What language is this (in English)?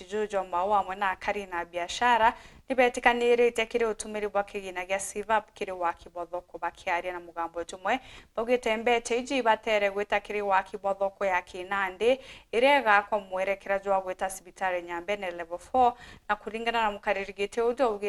Meru